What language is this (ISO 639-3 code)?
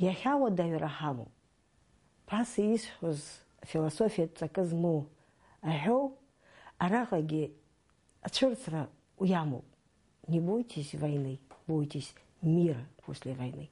abk